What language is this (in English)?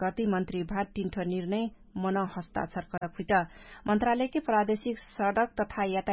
Dangaura Tharu